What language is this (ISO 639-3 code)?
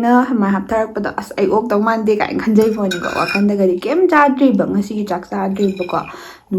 mni